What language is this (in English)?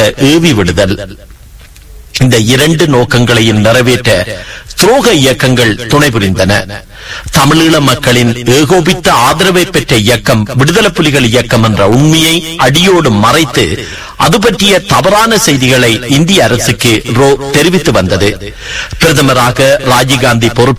Tamil